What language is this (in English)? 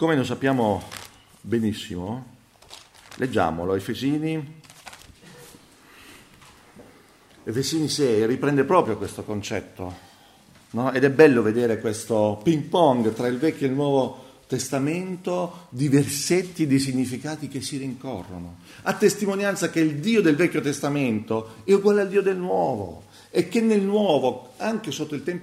Italian